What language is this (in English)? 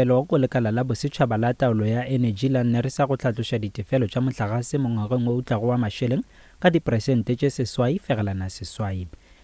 Northern Sotho